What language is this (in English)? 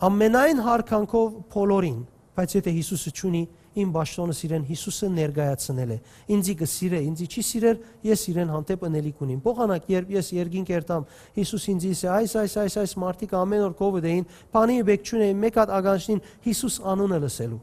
Western Armenian